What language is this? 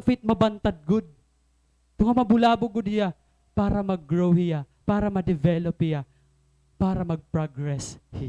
Waray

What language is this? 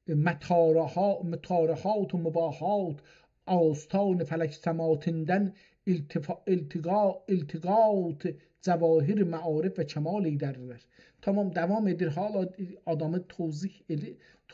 South Azerbaijani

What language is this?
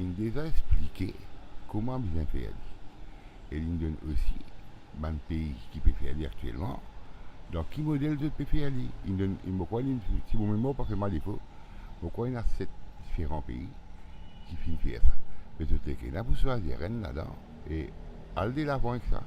Morisyen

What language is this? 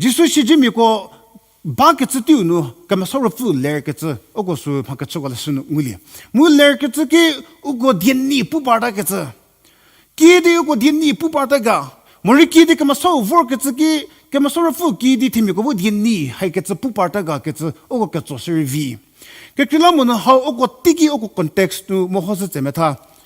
Angami Naga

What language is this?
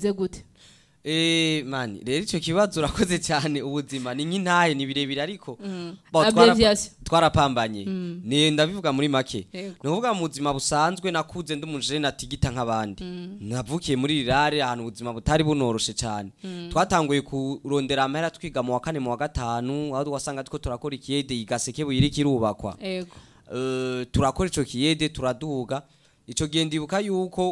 Rundi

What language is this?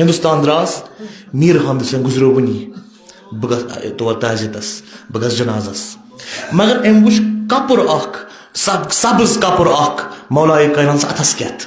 Kashmiri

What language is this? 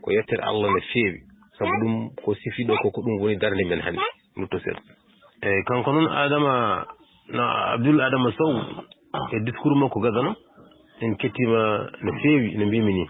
Fula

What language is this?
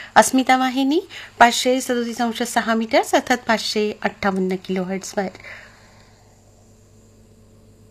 Marathi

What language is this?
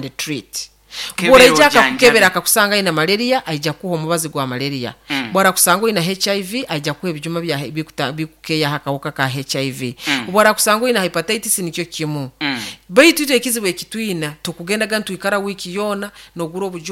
Nyoro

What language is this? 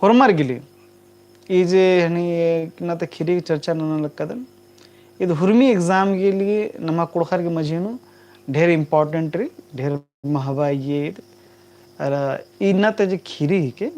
Kurukh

